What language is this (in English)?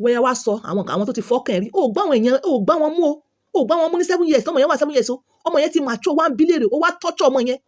Yoruba